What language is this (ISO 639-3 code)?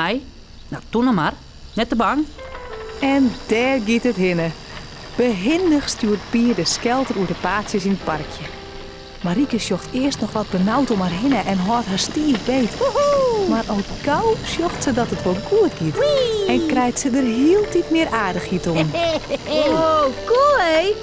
fry